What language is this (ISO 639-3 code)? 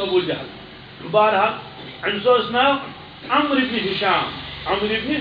kas